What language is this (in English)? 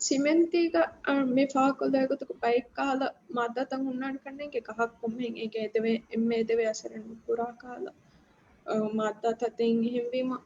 Divehi